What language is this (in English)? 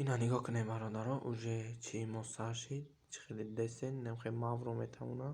Tajik